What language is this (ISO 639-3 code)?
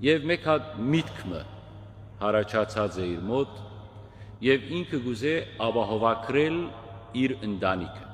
hyw